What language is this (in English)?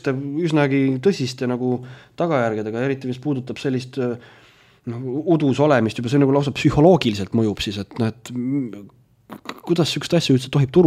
Estonian